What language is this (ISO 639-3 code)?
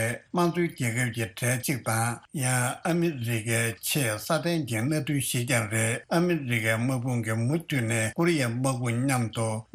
bod